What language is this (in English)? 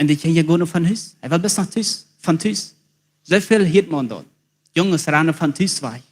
Plautdietsch